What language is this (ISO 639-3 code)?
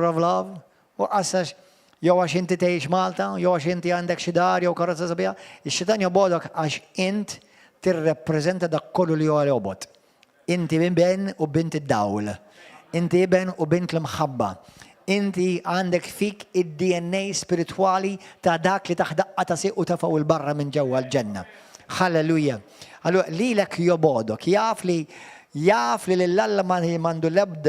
mlt